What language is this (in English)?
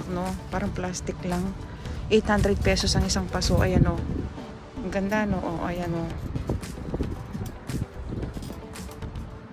Filipino